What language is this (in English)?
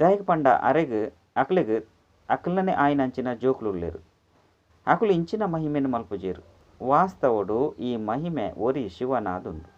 Tulu